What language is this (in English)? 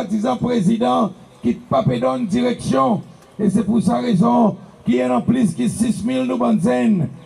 Seselwa Creole French